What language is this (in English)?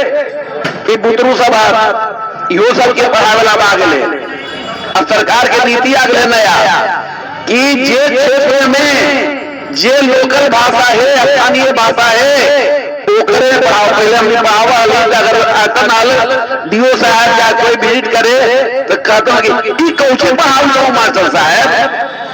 Magahi